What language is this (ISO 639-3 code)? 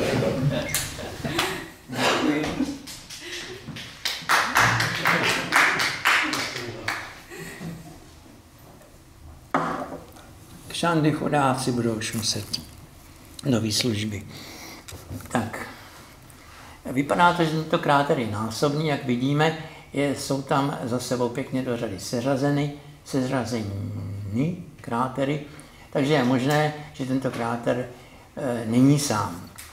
ces